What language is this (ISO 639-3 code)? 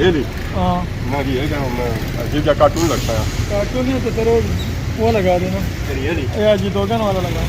phr